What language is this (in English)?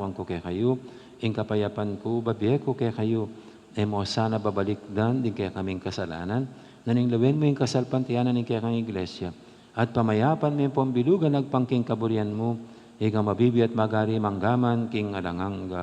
Pampanga